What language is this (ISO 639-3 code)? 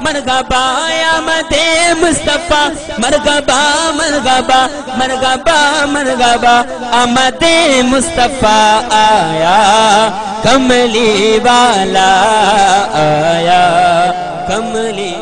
skr